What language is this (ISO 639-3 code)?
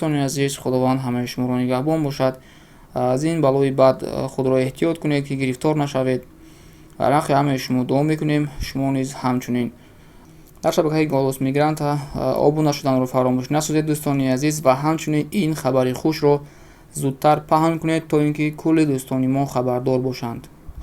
tgk